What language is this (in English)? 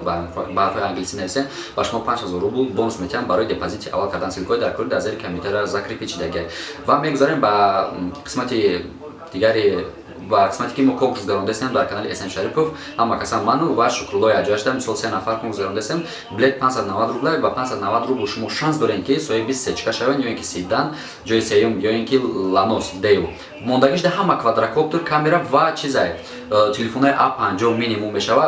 Tajik